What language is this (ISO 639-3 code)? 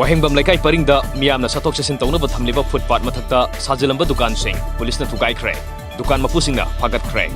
mni